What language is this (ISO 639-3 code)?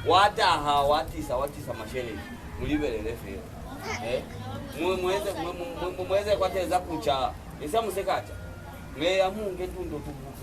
loz